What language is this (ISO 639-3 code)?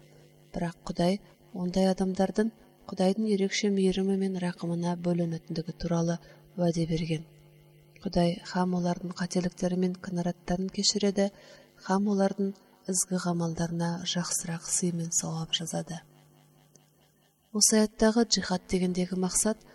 kaz